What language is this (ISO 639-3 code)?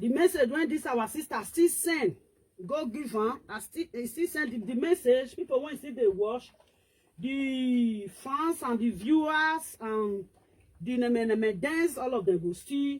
pcm